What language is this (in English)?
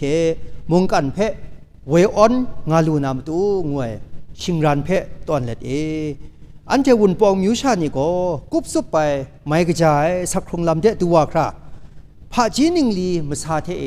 Kachin